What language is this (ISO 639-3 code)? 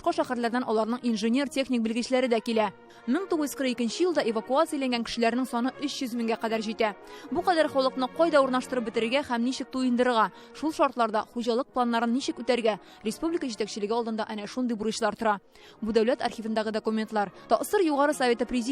tat